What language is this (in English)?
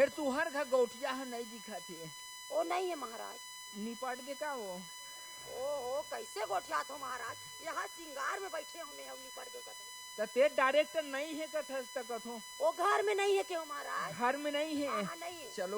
Chhattisgarhi